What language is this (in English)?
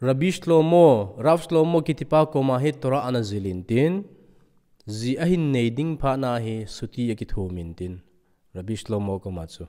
Thado Chin